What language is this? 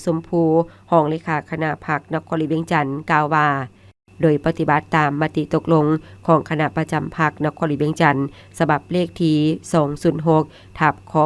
Lao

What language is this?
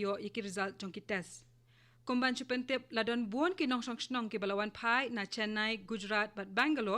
Khasi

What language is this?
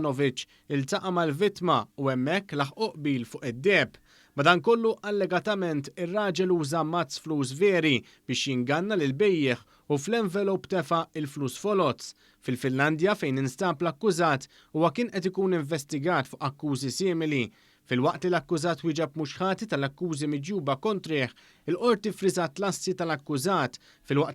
Maltese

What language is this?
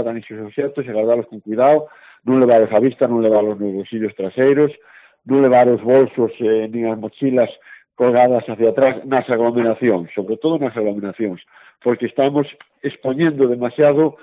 Galician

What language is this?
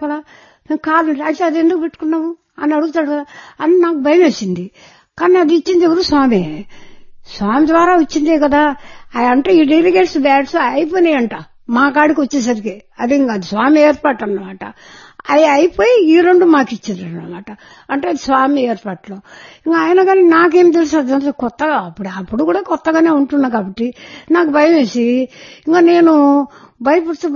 Telugu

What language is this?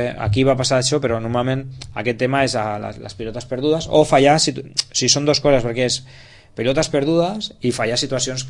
Catalan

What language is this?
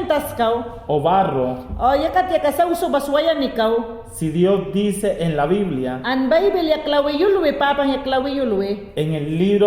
Mayangna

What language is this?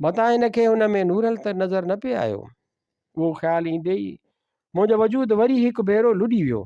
Sindhi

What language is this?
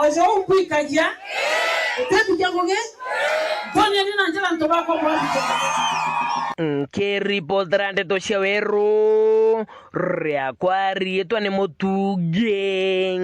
Meru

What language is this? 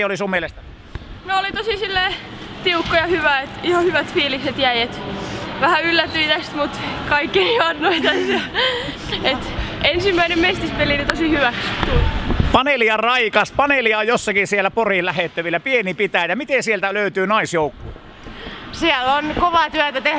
Finnish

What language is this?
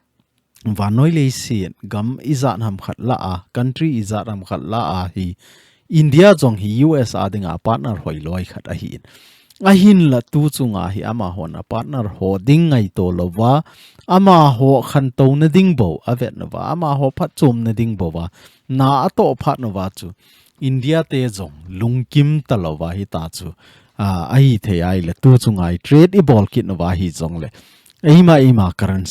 Thado Chin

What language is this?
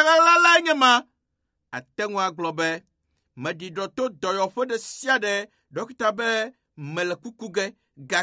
Ewe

